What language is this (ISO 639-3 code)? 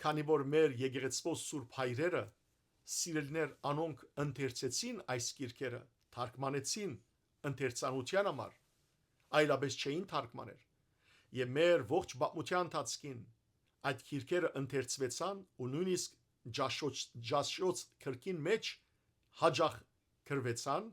hyw